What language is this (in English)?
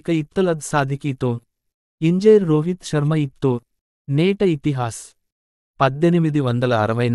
Gondi